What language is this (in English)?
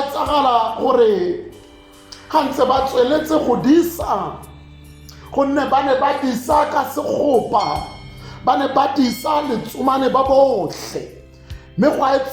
Tswana